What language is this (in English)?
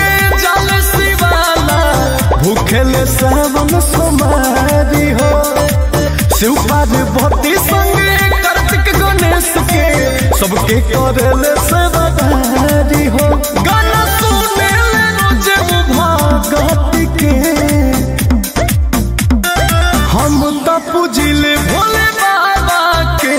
Bhojpuri